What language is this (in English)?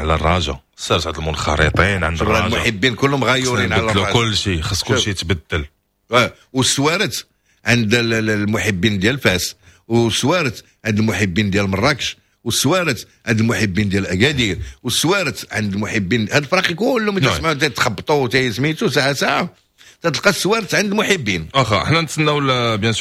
Moroccan Arabic